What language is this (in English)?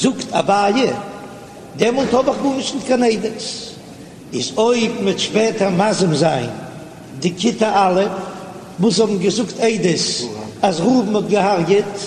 Yiddish